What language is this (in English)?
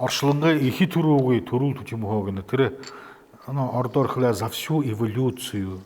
Buriat